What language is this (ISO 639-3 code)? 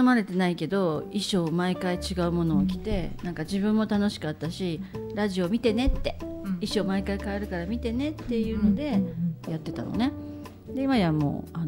jpn